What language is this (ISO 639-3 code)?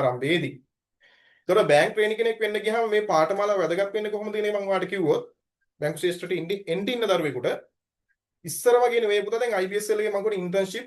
sin